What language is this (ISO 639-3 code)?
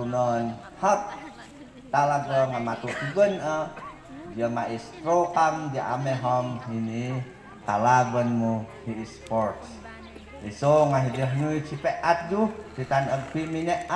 ifu